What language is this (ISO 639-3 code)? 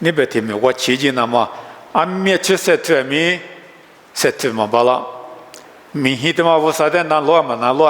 lis